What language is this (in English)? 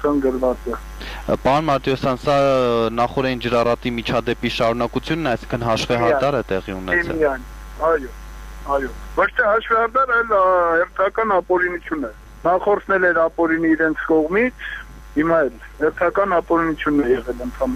Armenian